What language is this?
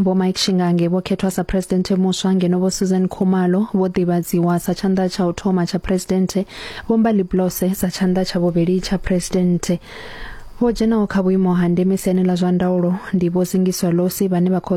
Venda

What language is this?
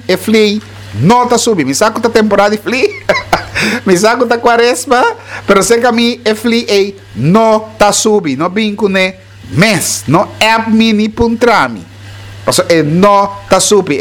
Papiamento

